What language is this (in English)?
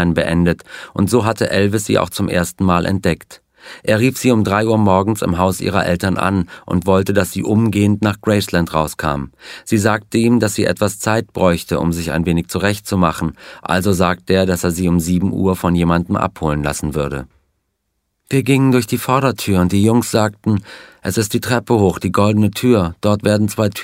German